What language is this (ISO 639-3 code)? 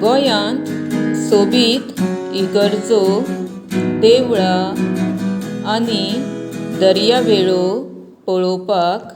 kok